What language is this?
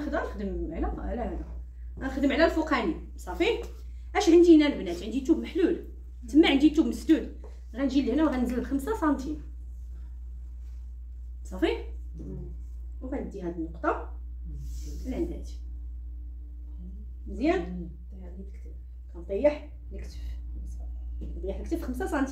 Moroccan Arabic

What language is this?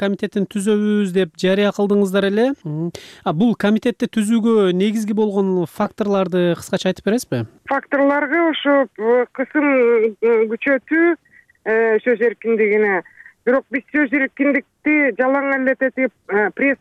Kyrgyz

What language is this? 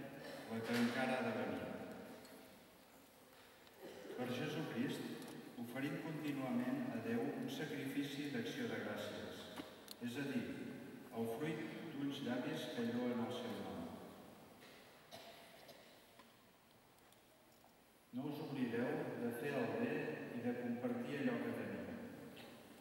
Catalan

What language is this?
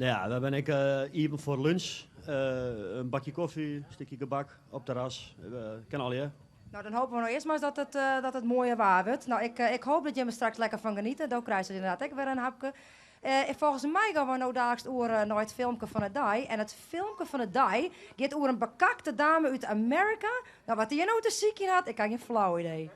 Western Frisian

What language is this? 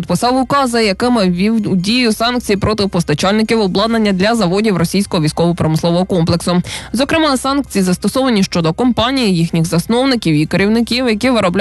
Ukrainian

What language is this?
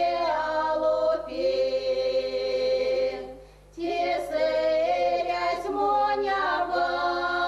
Erzya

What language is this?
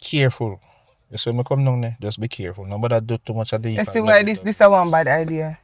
Jamaican Creole English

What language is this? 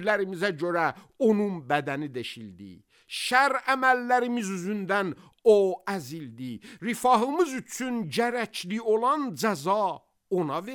Azerbaijani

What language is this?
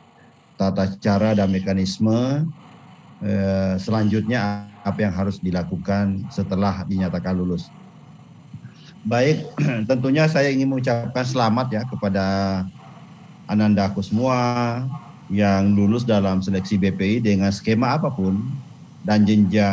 Indonesian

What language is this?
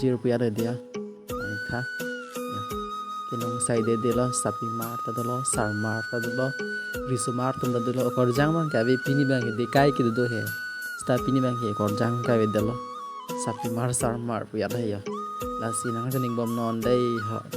Karbi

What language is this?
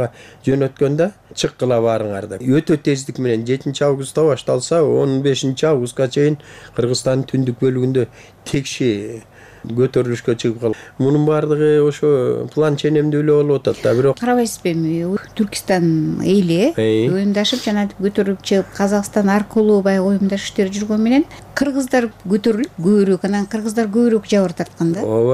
Kyrgyz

